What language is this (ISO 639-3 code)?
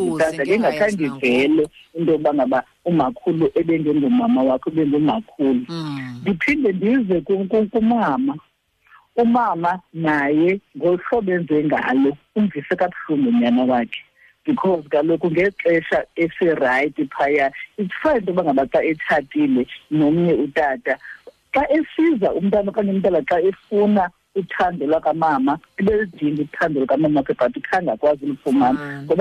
xho